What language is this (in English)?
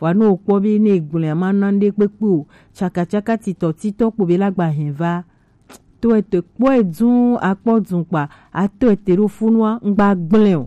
Gen